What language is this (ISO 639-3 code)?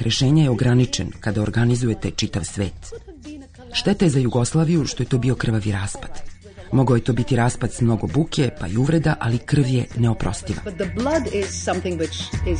srp